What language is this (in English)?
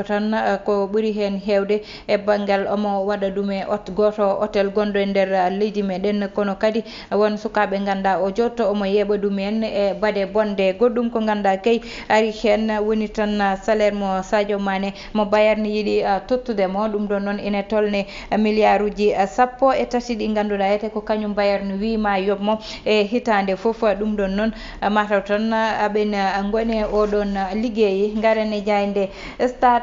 Fula